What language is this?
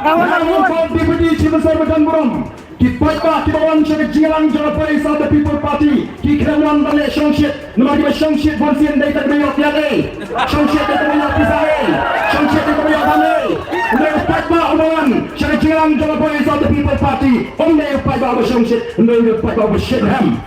Khasi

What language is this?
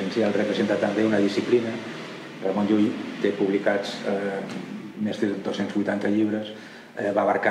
Catalan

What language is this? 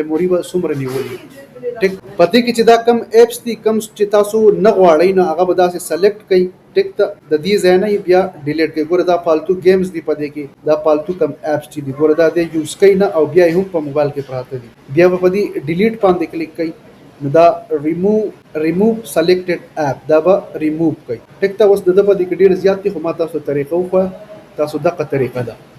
Pashto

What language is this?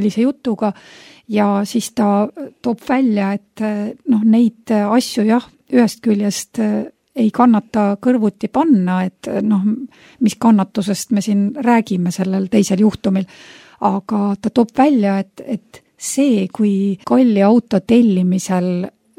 Estonian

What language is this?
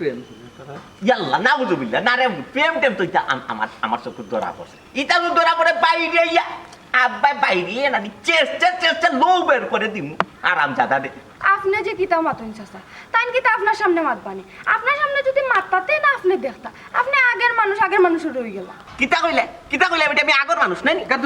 Sylheti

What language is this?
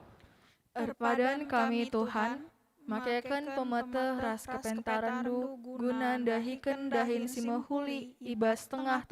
Batak Karo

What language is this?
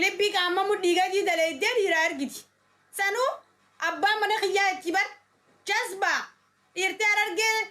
Oromo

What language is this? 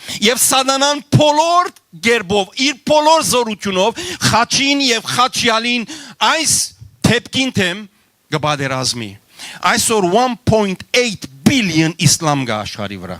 Western Armenian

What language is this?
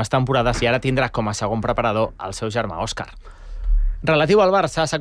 Catalan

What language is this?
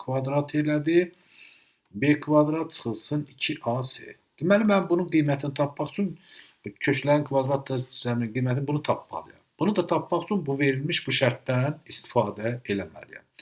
Azerbaijani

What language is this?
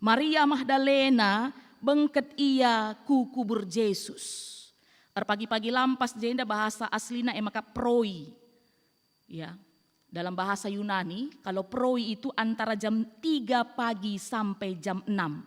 Batak Karo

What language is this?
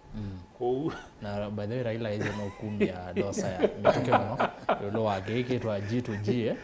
Kamba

